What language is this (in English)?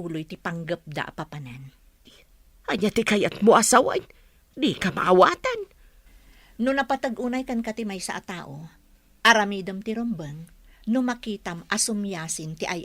Iloko